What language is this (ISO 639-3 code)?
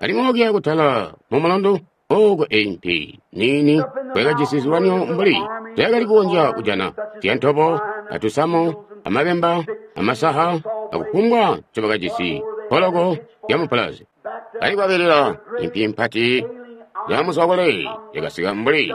toi